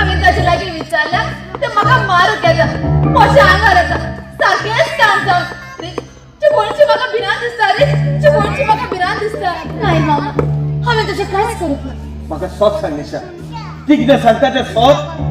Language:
Konkani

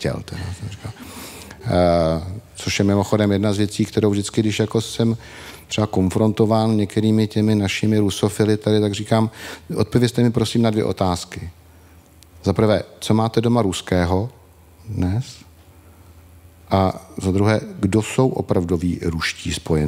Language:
Czech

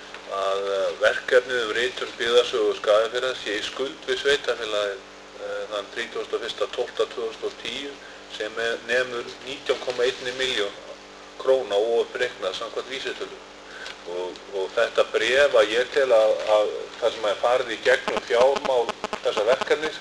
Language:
Icelandic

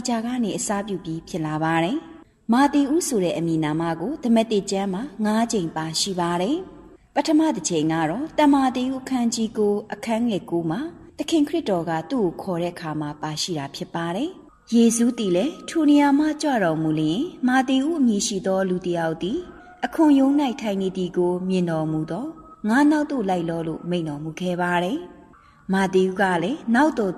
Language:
Burmese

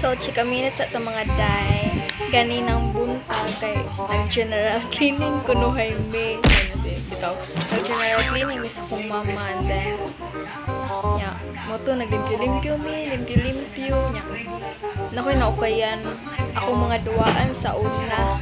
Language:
Cebuano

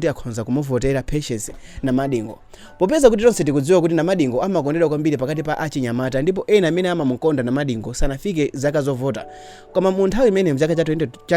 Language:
Nyanja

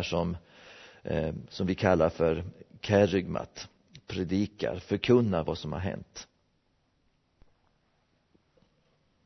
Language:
Swedish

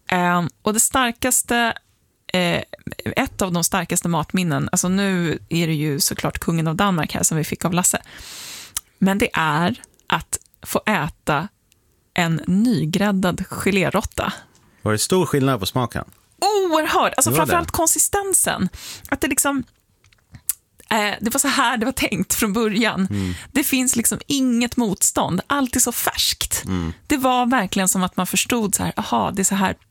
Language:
Swedish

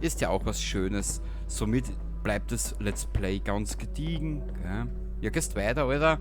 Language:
Bavarian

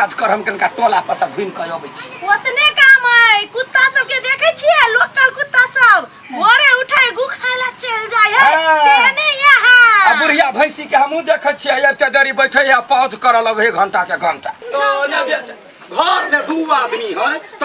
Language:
Maithili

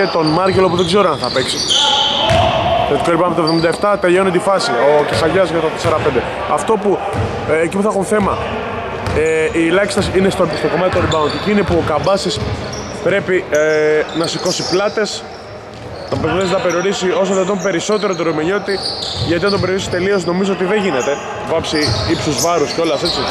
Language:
Greek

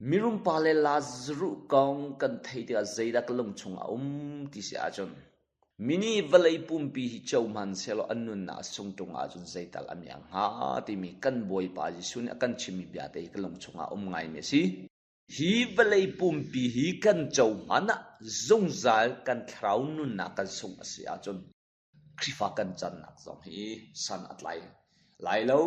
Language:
Hakha Chin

